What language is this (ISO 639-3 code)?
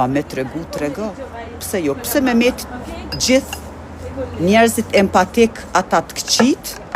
sqi